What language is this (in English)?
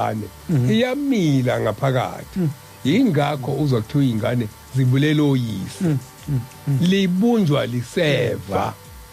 Zulu